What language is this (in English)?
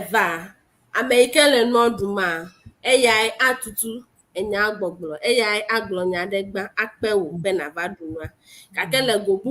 Ewe